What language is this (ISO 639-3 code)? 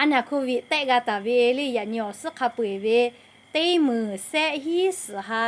lhu